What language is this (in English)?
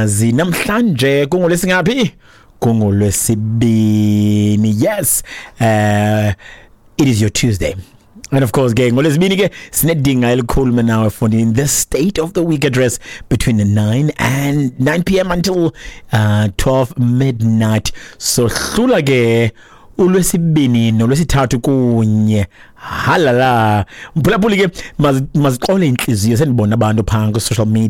Xhosa